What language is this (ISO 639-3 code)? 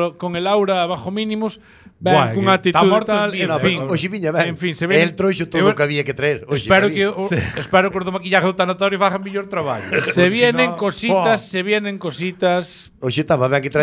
glg